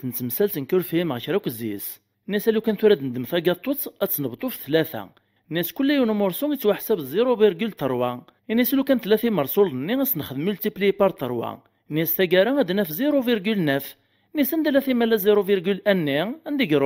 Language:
Kabyle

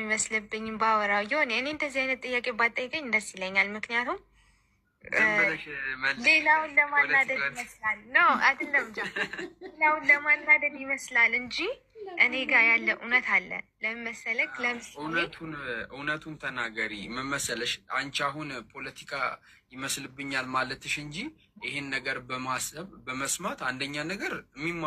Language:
Amharic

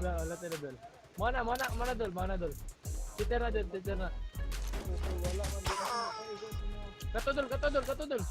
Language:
Cebuano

